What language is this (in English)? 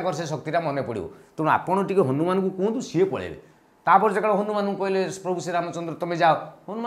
Odia